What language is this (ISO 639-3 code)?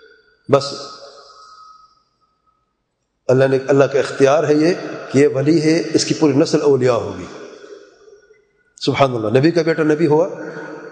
urd